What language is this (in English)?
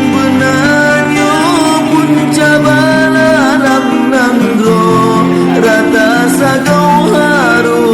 Achinese